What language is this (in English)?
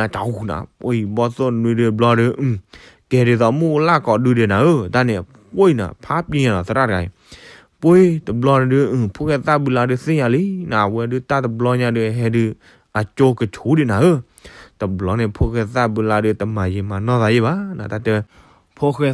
S'gaw Karen